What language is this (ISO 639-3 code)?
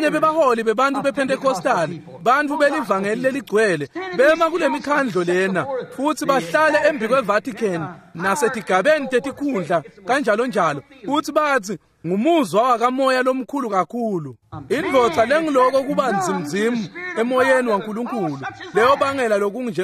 ssw